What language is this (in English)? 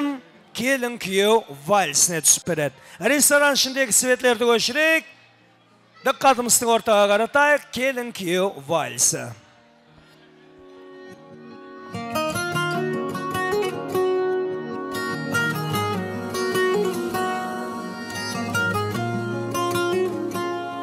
Kara-Kalpak